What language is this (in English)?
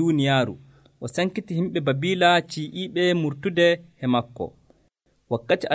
Nigerian Fulfulde